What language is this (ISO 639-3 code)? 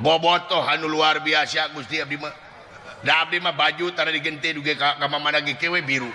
sun